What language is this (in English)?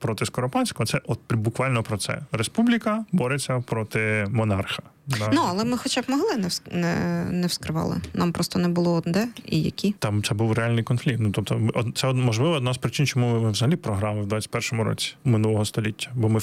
Ukrainian